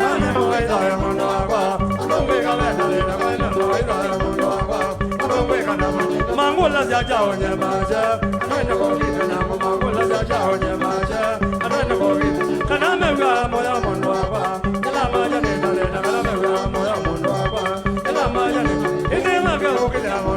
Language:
Kamba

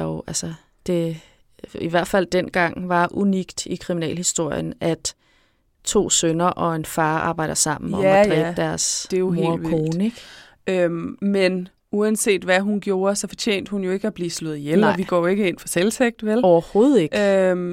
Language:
Danish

